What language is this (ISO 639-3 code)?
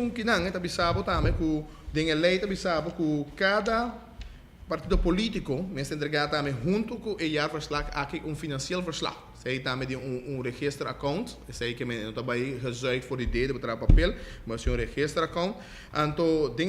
pap